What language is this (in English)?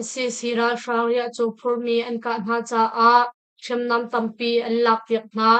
Hakha Chin